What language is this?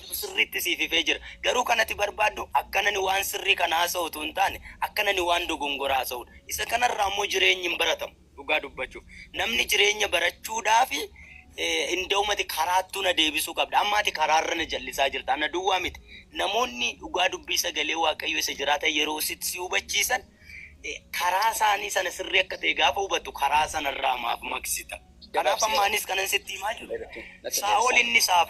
Oromo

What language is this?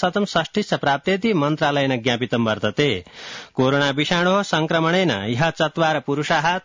Sanskrit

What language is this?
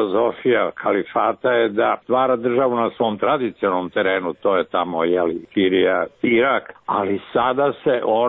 Serbian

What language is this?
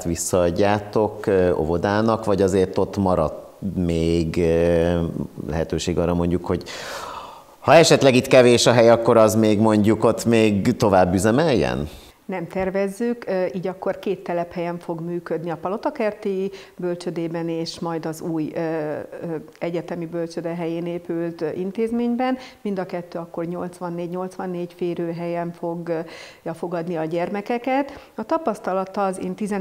Hungarian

